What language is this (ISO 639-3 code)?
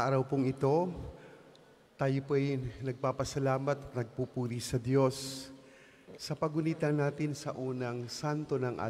fil